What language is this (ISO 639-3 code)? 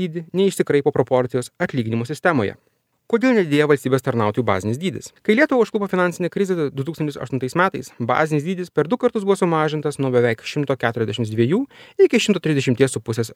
lit